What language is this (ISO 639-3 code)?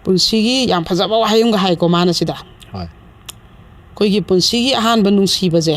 mni